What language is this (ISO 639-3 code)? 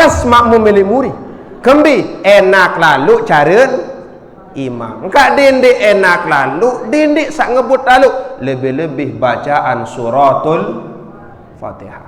sas